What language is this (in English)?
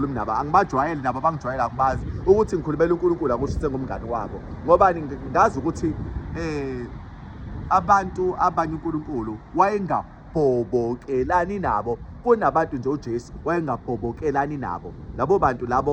Zulu